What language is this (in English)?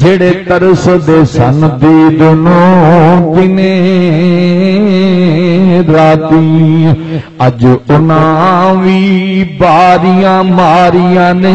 Saraiki